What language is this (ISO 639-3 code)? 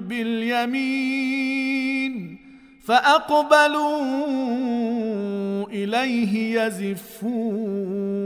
ara